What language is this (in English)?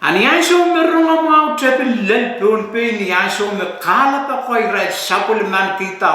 Pohnpeian